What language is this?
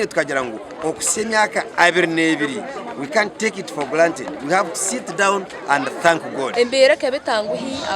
Nyankole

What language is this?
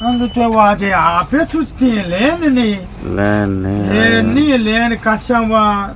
Eastern Balochi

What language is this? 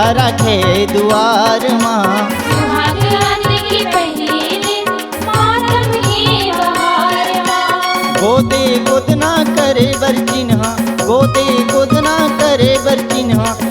Chhattisgarhi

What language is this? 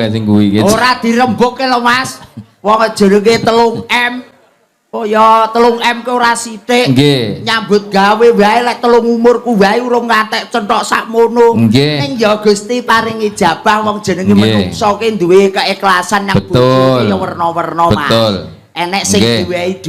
Javanese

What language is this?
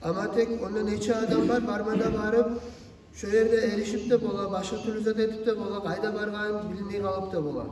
Kumyk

